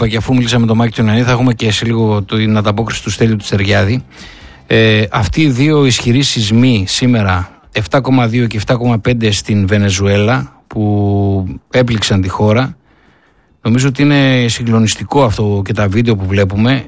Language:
Greek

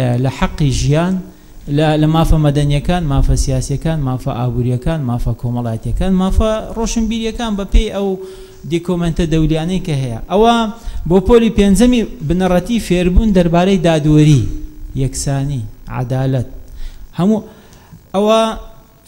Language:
Central Kurdish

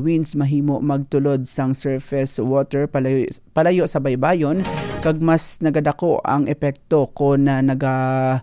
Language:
Hiligaynon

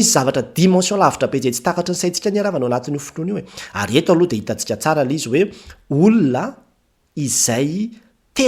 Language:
Malagasy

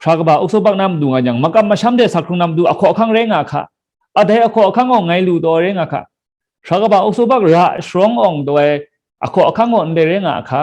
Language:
Kachin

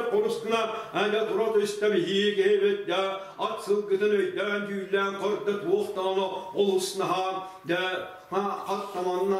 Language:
Yakut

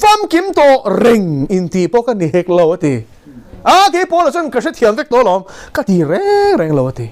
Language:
Mizo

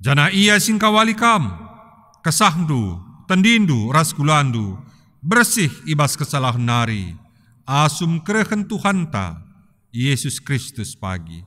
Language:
Batak Karo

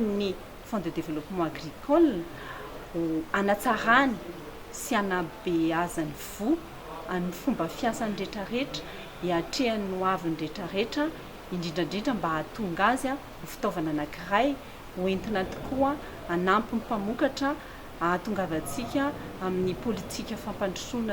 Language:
Malagasy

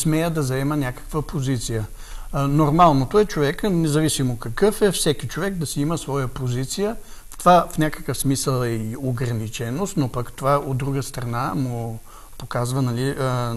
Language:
Bulgarian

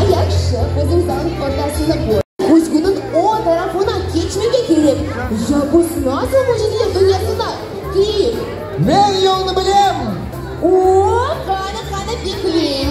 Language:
Crimean Tatar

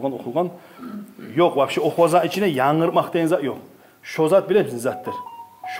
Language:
Kumyk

